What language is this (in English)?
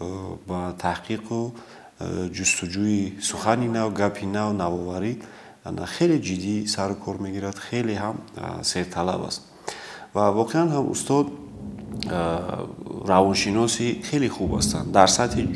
Tajik